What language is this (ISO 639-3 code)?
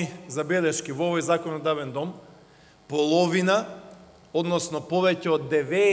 mkd